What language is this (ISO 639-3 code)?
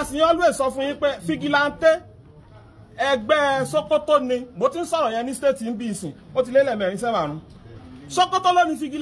yor